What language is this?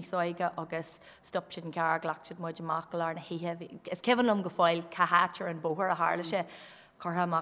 Irish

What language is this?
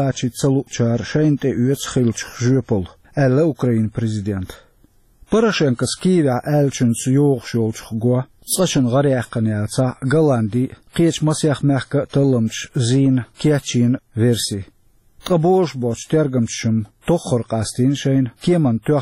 Chechen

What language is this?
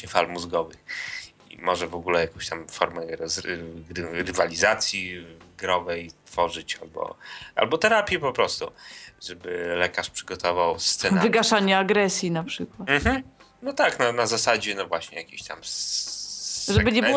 Polish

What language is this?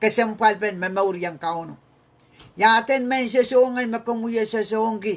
Pohnpeian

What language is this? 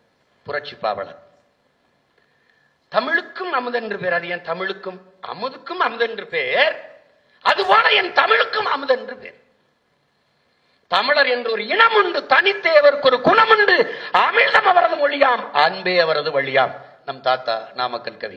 Tamil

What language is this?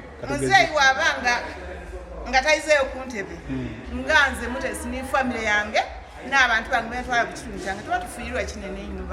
Soga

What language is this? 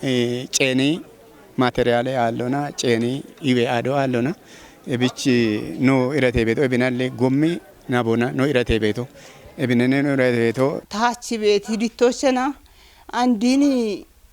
Kafa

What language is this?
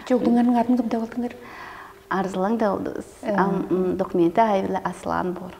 Tuvinian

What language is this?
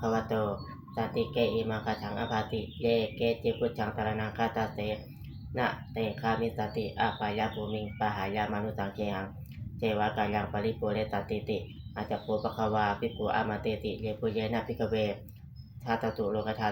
Pali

